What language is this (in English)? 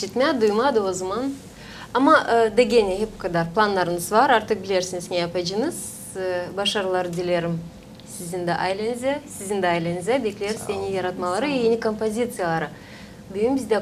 Gagauz